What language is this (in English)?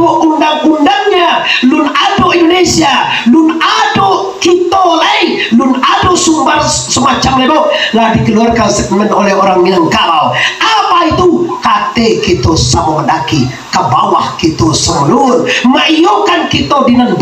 Minangkabau